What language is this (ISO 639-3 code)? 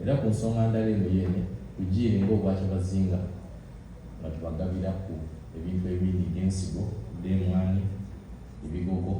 xog